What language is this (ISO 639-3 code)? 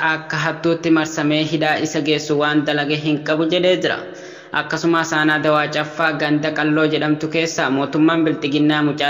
orm